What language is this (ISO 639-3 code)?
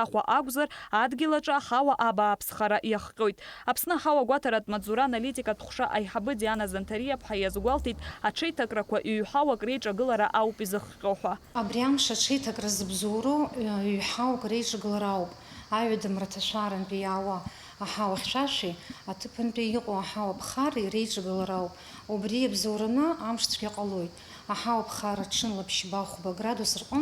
abk